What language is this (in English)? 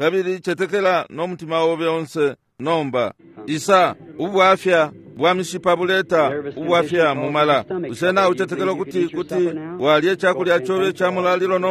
Bemba